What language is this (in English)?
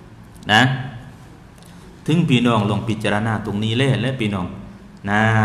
Thai